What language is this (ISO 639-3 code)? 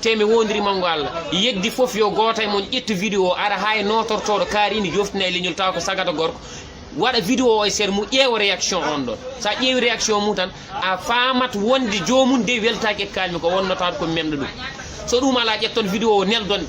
ful